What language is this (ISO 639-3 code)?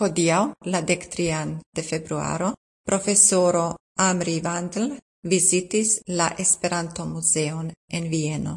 epo